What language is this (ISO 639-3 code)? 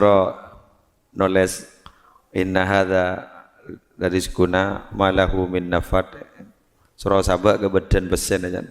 mad